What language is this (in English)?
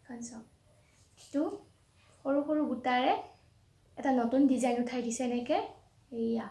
Assamese